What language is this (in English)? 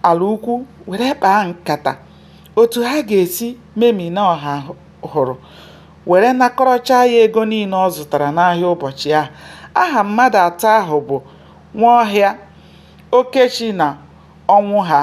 Igbo